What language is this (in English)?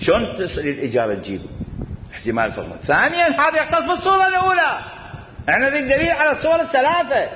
Mesopotamian Arabic